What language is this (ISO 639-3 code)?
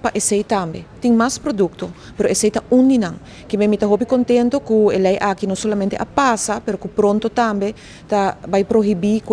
pap